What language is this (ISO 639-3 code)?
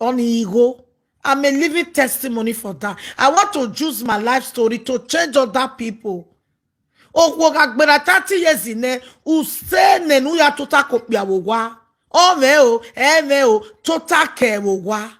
pcm